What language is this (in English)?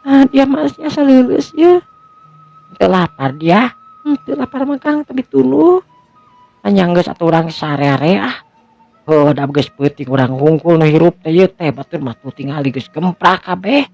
Sundanese